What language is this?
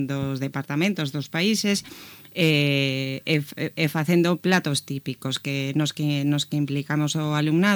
Galician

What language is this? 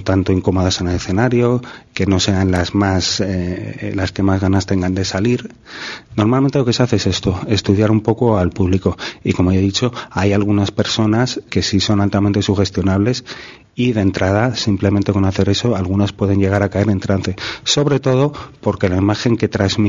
Spanish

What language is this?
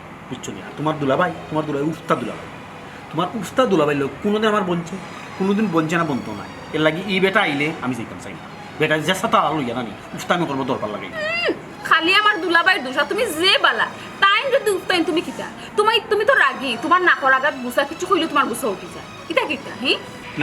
Sylheti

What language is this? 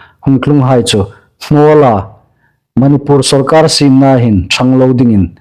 Hmar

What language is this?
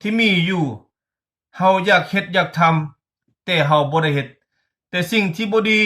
Lao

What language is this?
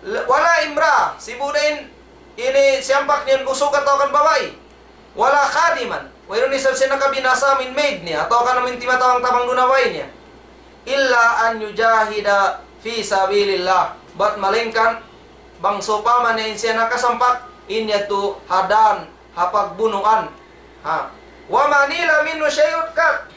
Tausug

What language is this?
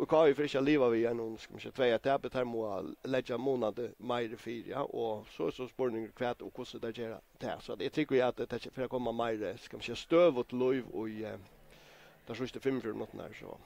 Faroese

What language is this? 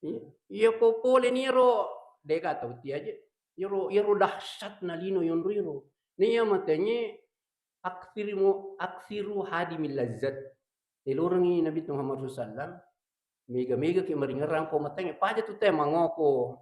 Buginese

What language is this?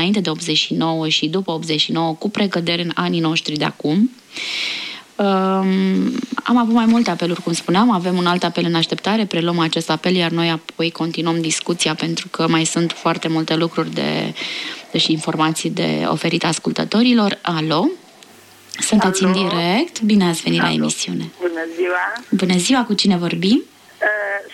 Romanian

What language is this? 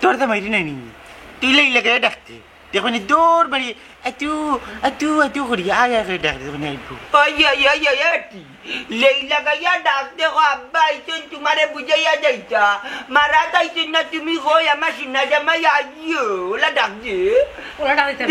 Sylheti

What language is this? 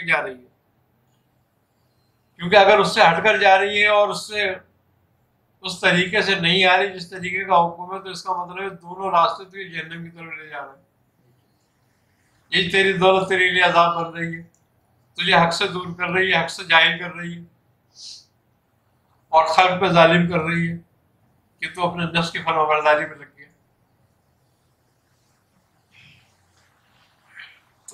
Urdu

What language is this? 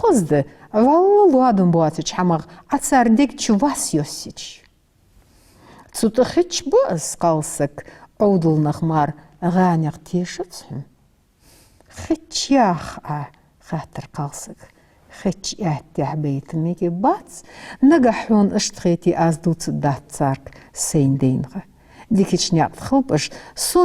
Ingush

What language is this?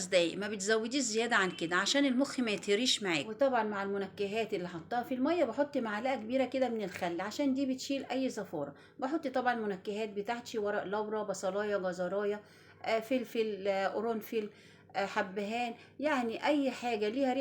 Egyptian Arabic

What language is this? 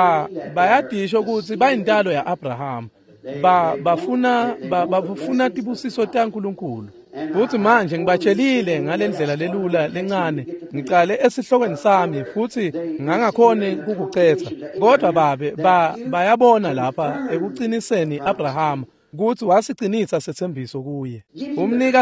Swati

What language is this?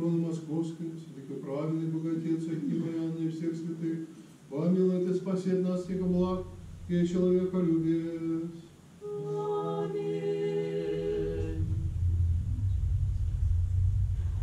Russian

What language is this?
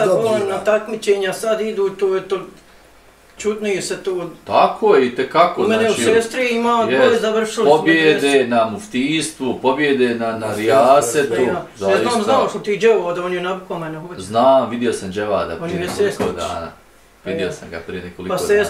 Bosnian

